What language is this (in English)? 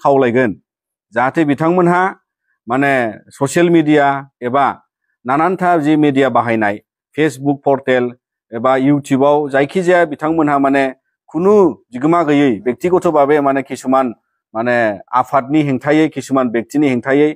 Bodo